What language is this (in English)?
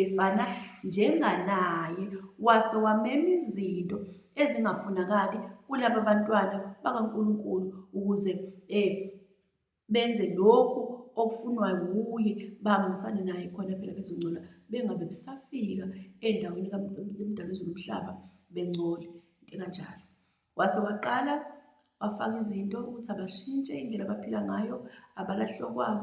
Zulu